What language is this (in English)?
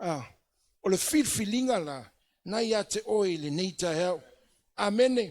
Samoan